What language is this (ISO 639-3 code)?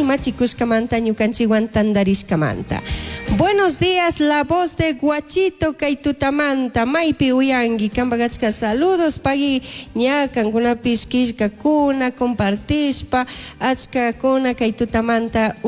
qug